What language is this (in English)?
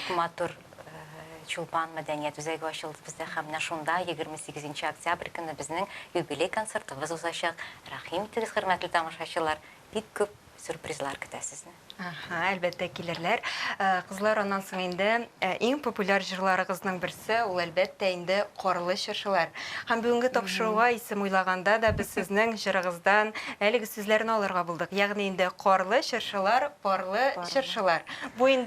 Tatar